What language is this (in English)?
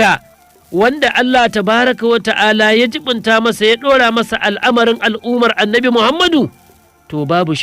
Hausa